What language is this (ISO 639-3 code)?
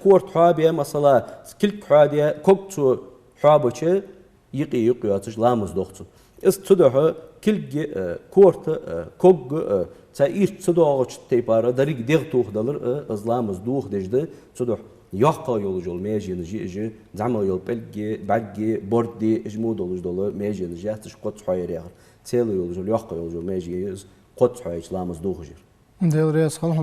inh